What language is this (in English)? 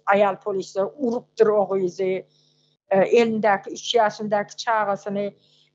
Turkmen